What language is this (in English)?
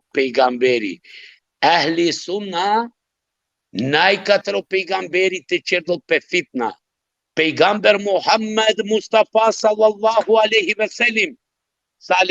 Balkan Romani